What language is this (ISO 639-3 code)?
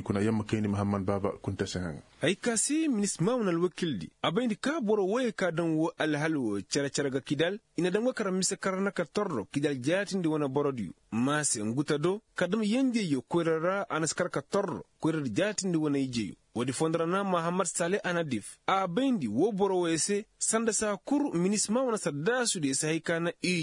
ses